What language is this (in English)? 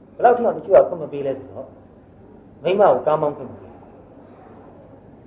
Burmese